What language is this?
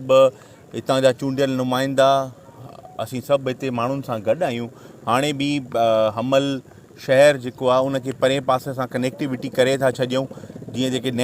Sindhi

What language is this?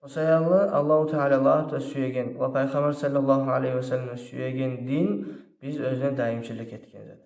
Kumyk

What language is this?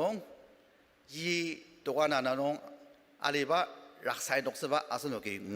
Ao Naga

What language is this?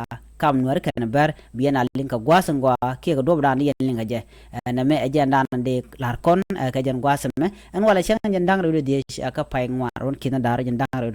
Nuer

